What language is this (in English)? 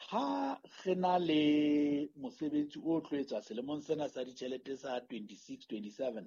Southern Sotho